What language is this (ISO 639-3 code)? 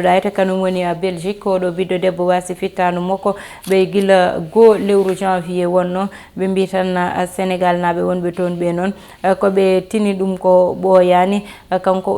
ful